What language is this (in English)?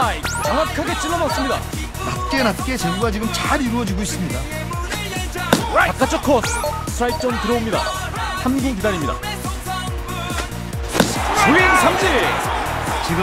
Korean